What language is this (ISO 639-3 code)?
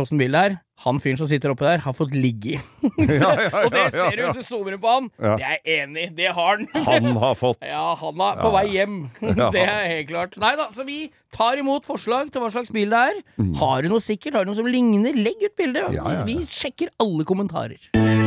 nor